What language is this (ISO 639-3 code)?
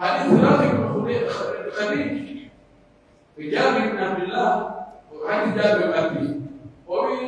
fuf